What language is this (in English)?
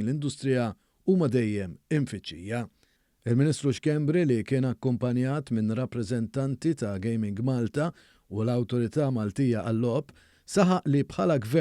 Maltese